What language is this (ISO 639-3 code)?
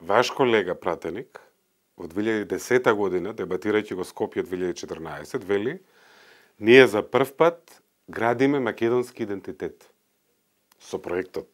mkd